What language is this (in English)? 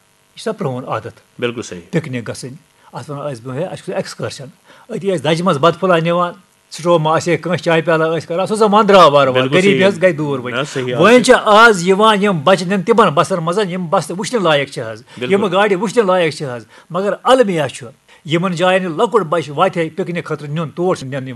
Kashmiri